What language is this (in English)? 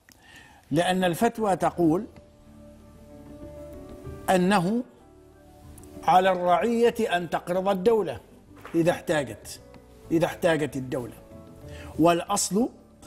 Arabic